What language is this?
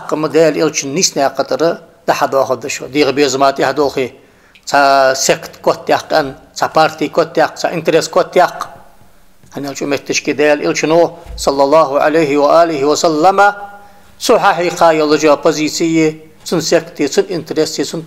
Ingush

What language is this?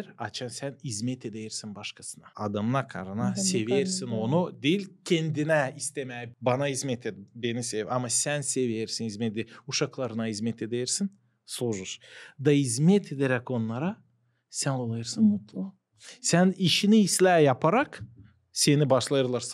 Gagauz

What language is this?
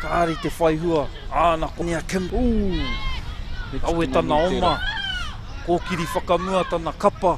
Māori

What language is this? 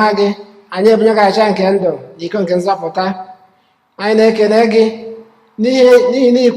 Igbo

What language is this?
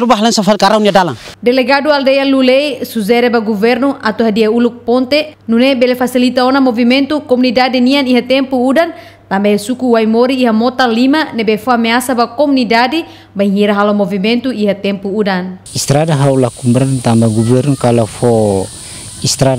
Tetum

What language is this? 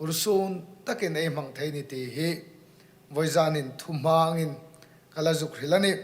Hmar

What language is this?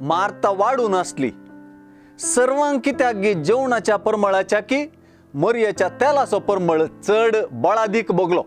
Konkani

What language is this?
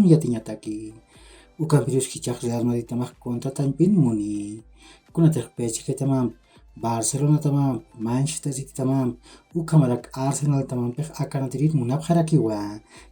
Aymara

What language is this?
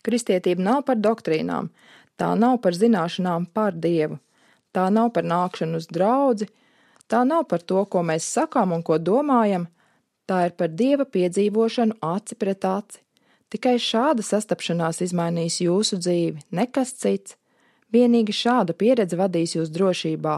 Latvian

